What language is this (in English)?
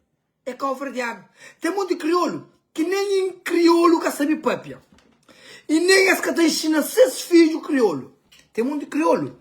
Kabuverdianu